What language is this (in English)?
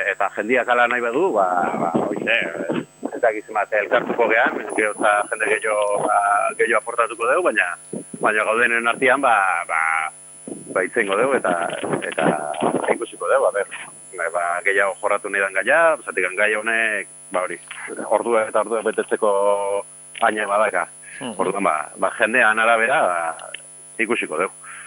Basque